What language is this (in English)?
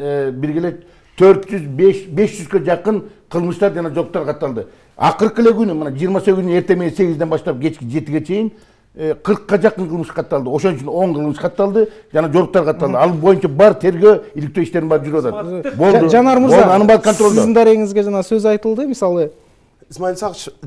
Kyrgyz